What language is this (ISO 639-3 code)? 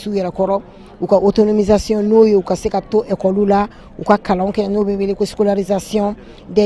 bam